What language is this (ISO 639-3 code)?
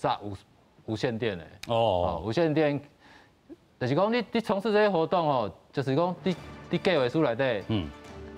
nan